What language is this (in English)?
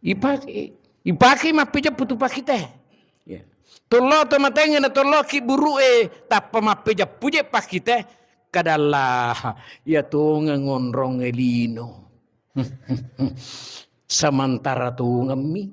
Buginese